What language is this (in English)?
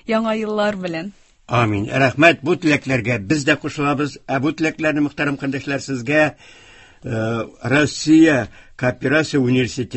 Tatar